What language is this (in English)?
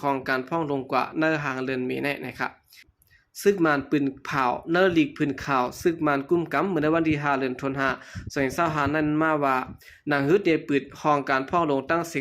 Shan